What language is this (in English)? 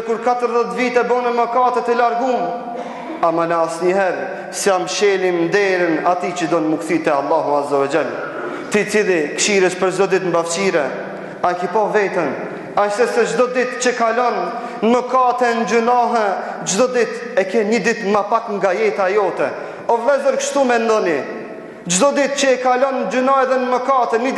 Albanian